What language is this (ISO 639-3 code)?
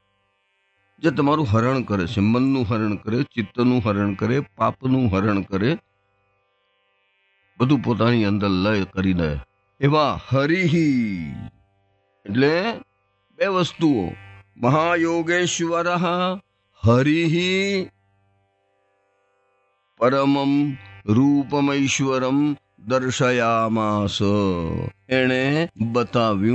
guj